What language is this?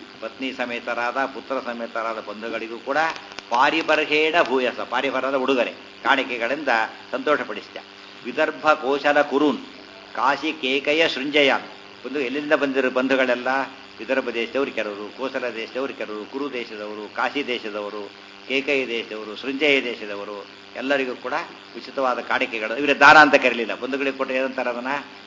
Kannada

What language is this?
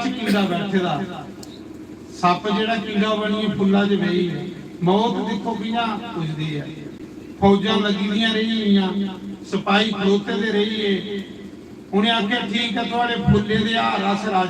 Dogri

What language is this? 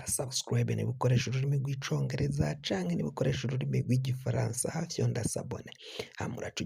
Rundi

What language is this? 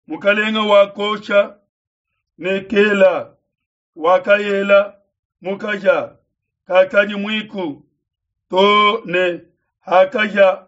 Luba-Lulua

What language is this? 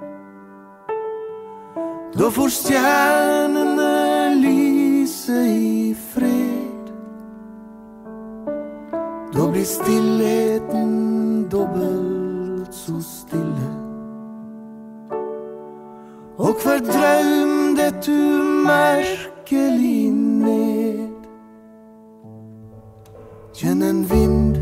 Norwegian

